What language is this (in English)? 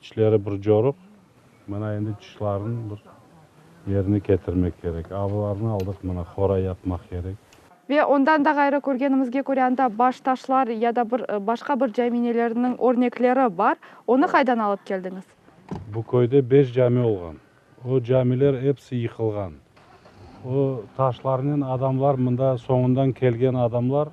Crimean Tatar